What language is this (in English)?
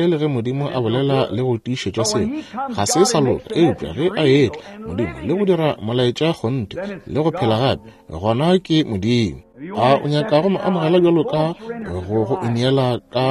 Northern Sotho